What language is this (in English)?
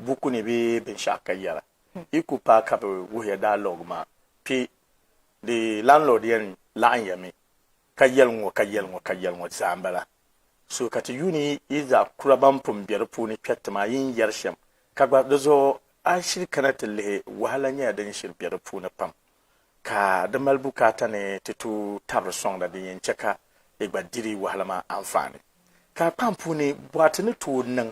Dagbani